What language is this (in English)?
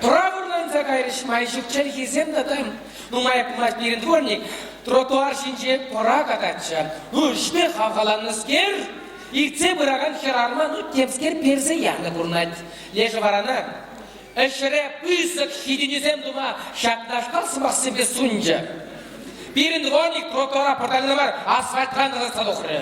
Chuvash